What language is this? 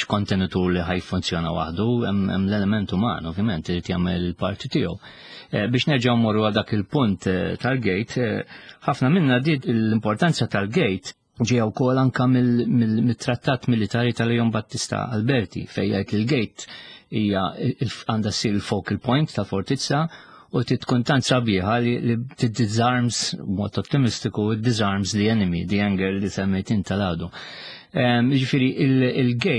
Maltese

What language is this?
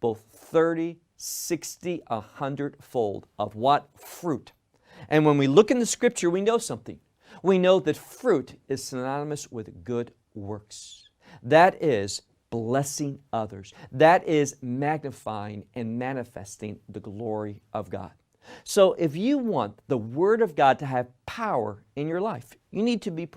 English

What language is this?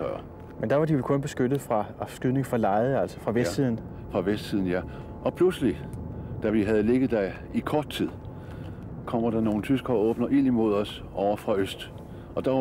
Danish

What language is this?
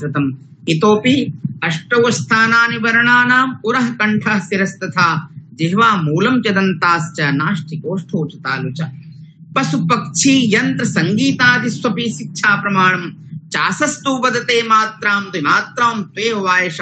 Sanskrit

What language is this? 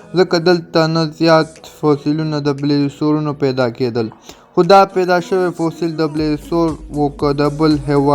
Pashto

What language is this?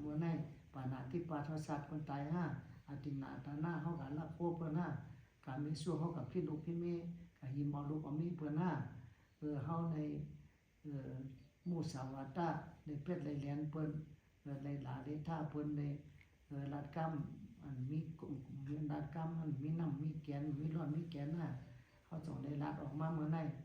Shan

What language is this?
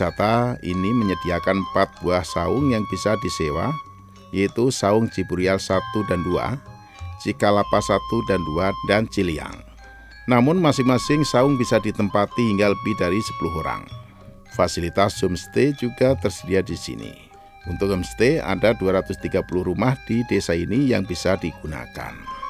Indonesian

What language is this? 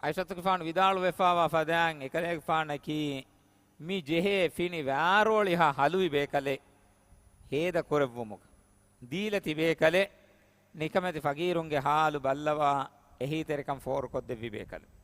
Divehi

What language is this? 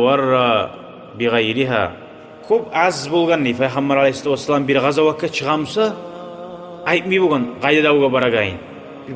Kumyk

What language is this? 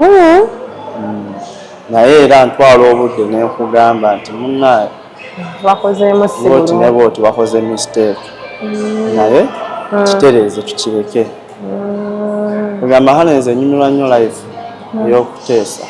Ganda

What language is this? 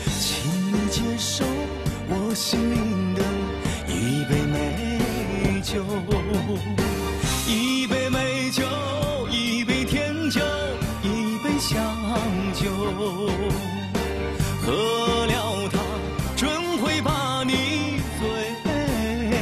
Chinese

